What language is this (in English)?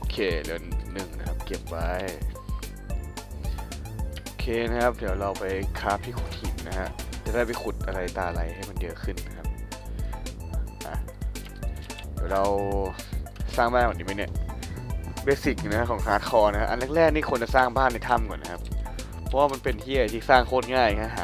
Thai